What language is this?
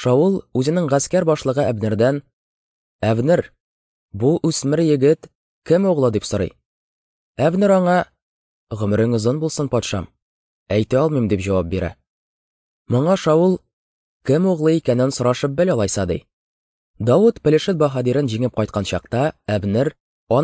Tatar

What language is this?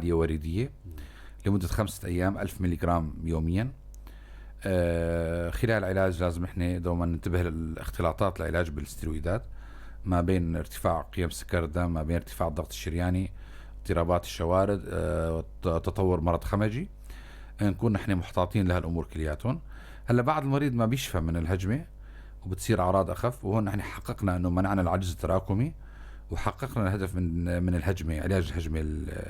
North Levantine Arabic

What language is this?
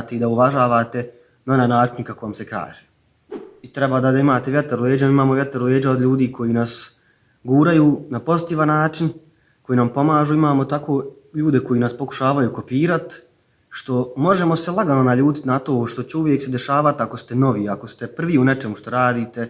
Bosnian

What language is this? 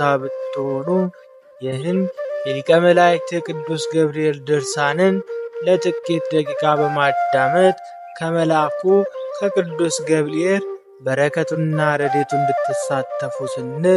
Amharic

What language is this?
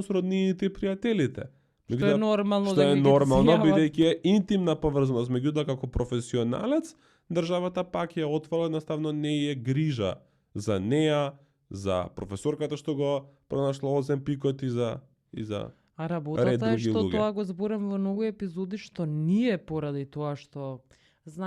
Macedonian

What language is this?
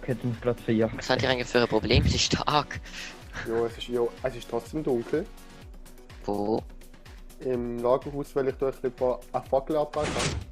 Swiss German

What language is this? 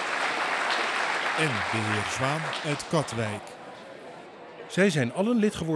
Dutch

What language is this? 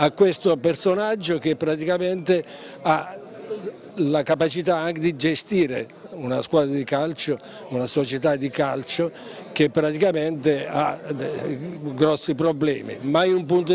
Italian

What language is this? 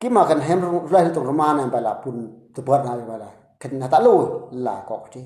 Eastern Bru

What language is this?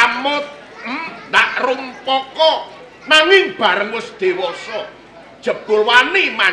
Javanese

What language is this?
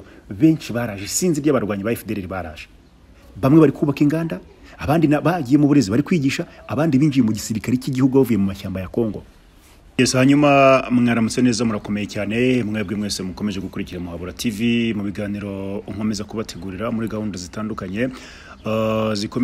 Kinyarwanda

